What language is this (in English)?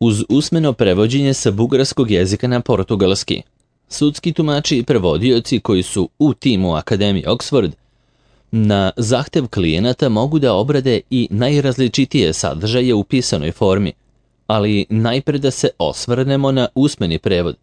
Serbian